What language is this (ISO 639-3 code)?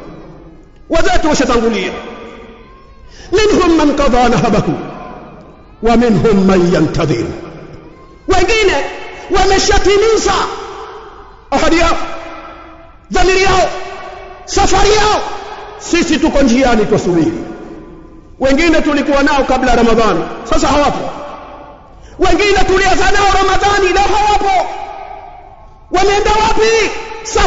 swa